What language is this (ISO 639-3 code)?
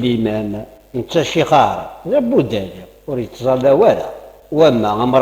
kab